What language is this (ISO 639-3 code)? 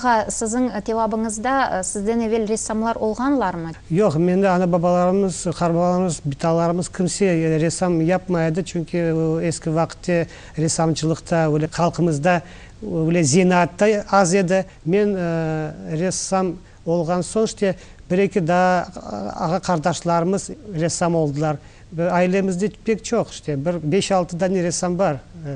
crh